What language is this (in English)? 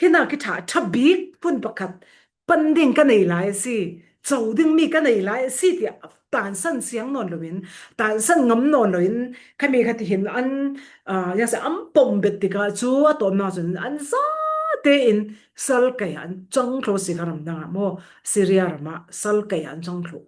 Falam Chin